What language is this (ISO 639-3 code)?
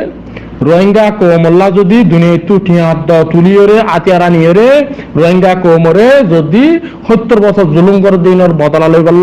rhg